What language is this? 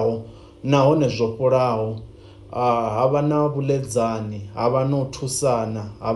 Venda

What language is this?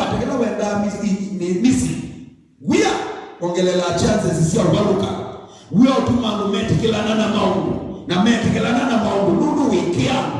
Kamba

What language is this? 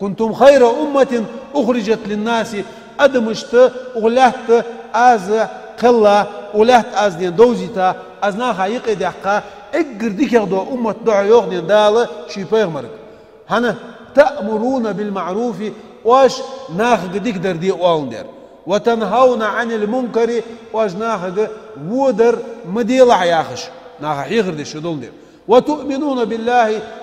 Ingush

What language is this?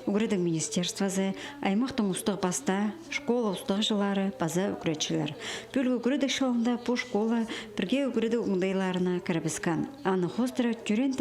Khakas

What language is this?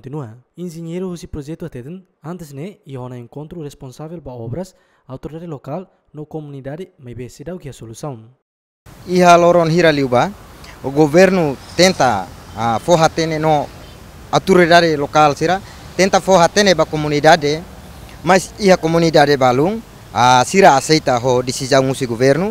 Tetum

